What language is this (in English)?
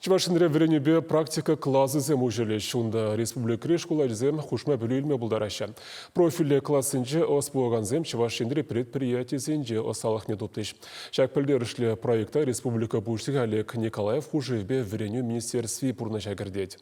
Chuvash